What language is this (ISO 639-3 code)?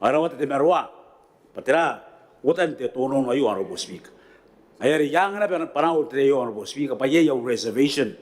gil